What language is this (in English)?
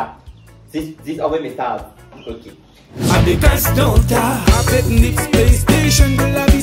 Morisyen